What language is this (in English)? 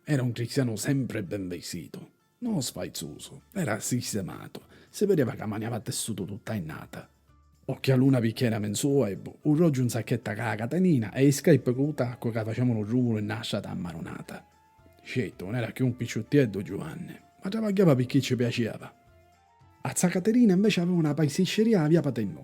Sicilian